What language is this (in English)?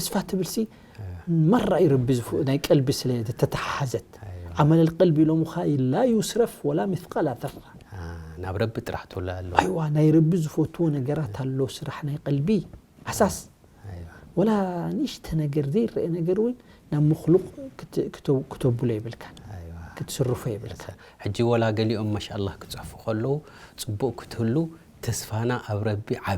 Tigrinya